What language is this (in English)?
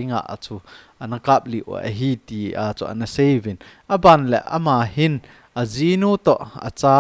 Thado Chin